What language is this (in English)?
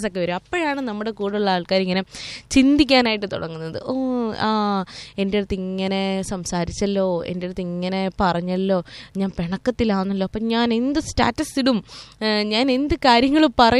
Malayalam